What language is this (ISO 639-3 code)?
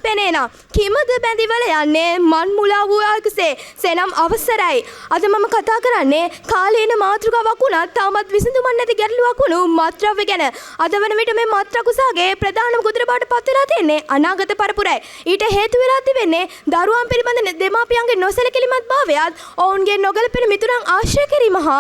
sin